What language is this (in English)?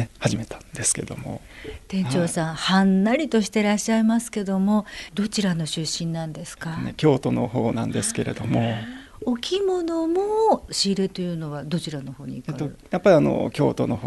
Japanese